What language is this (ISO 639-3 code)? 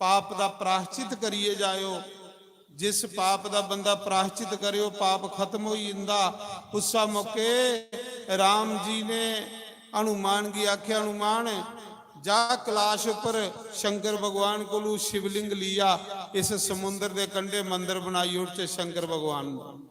doi